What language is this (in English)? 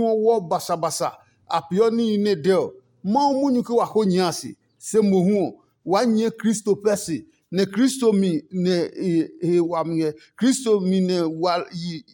Adangme